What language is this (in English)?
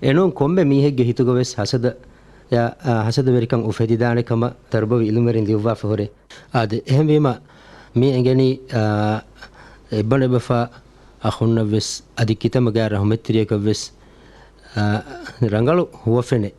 Divehi